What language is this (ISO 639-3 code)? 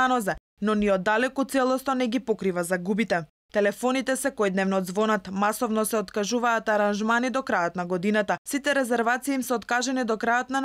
mkd